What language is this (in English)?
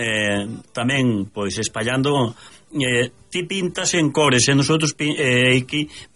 Galician